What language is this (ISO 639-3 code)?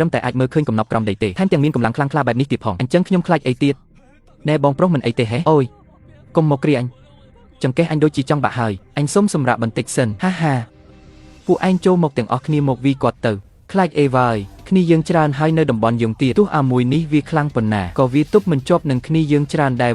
khm